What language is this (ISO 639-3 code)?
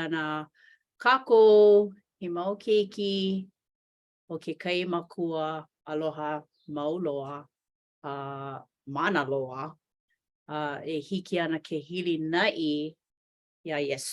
haw